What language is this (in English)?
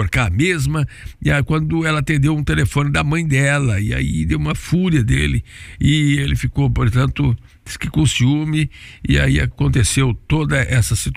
Portuguese